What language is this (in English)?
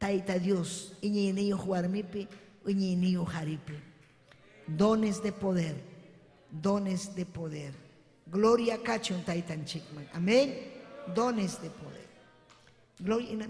Ayacucho Quechua